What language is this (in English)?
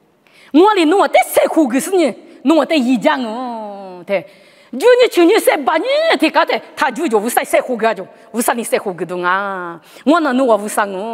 Lisu